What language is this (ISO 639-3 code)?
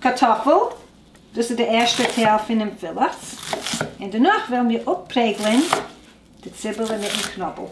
yid